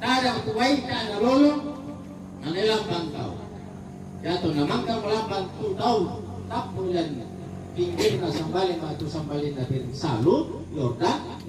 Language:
Toraja-Sa'dan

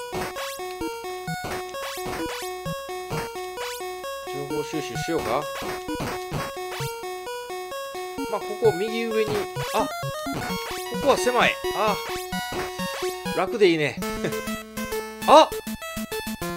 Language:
Japanese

